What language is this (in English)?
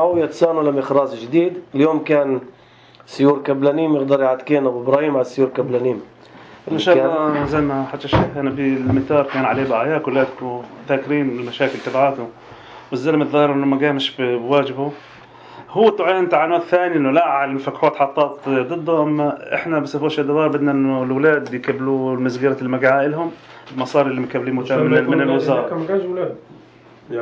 North Levantine Arabic